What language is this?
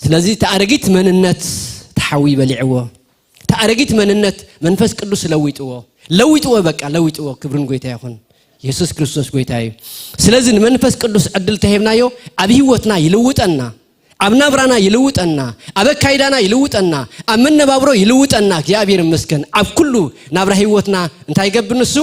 Tigrinya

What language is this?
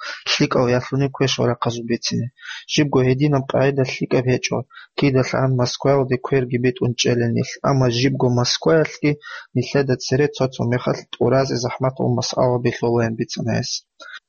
Avaric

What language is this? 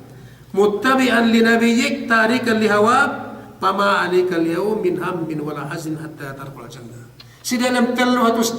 Yakan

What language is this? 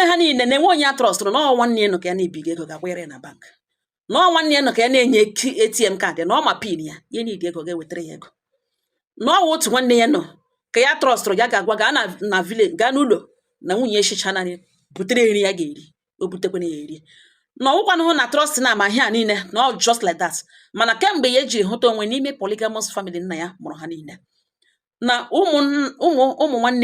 Igbo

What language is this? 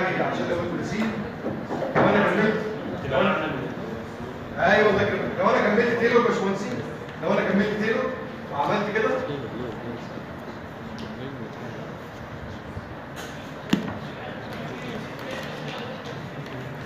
Egyptian Arabic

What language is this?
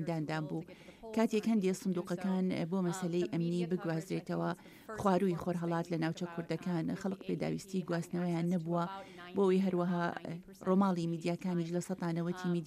Central Kurdish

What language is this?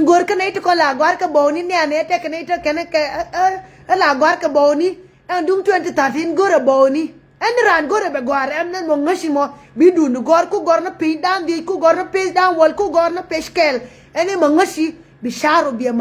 Nuer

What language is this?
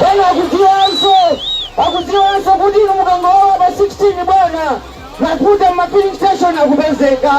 Nyanja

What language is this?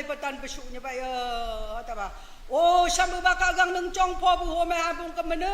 Naga Pidgin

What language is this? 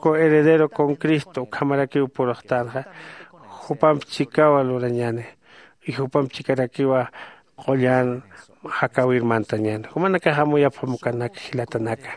Aymara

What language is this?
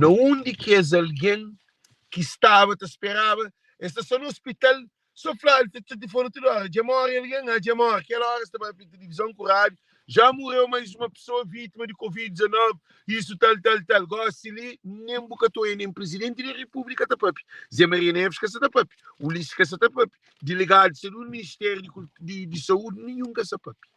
Kabuverdianu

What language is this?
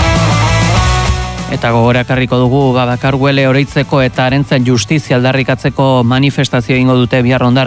Basque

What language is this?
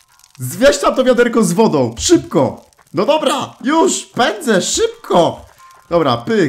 Polish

